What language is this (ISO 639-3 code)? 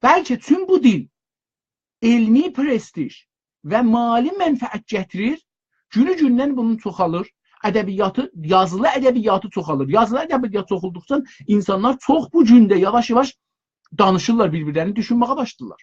azb